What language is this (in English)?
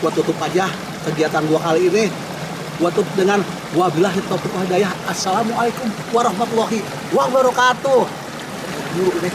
Betawi